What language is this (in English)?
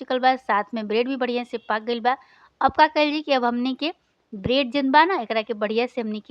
Bhojpuri